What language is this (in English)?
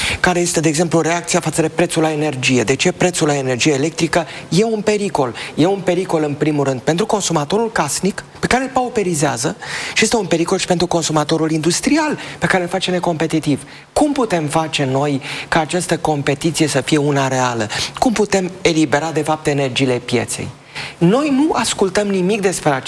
Romanian